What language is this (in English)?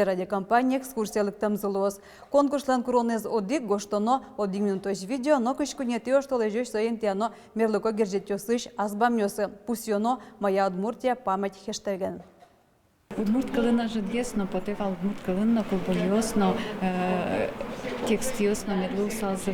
Udmurt